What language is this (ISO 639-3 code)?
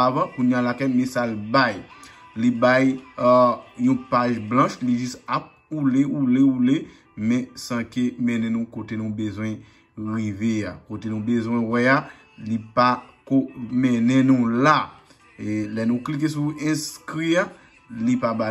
hat